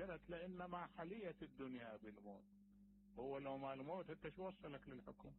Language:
Mesopotamian Arabic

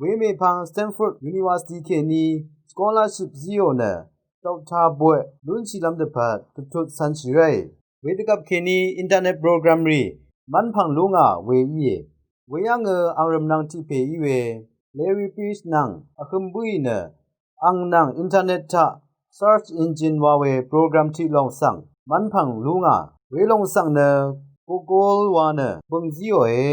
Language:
Rawang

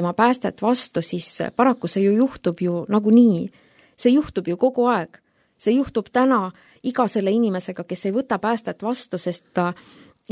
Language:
Estonian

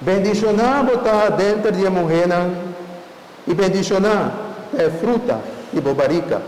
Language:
Papiamento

